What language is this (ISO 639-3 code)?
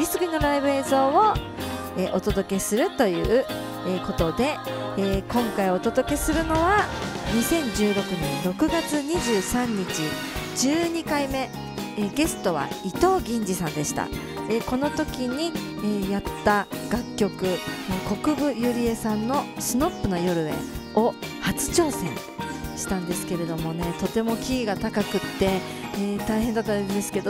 jpn